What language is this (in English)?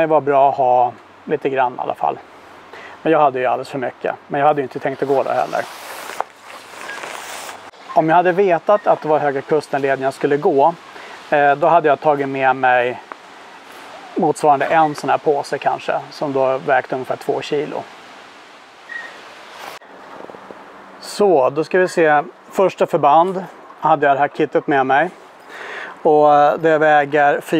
Swedish